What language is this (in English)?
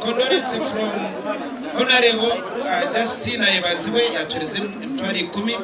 Nyankole